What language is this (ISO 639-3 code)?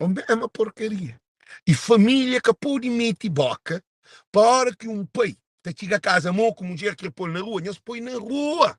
kea